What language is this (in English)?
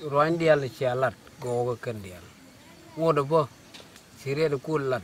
Nuer